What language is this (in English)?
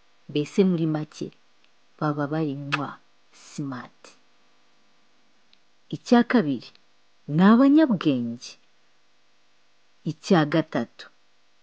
Kinyarwanda